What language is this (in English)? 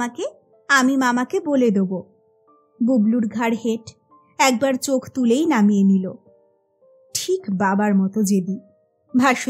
Bangla